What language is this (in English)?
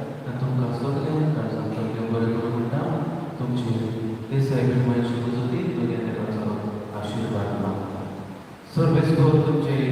Konkani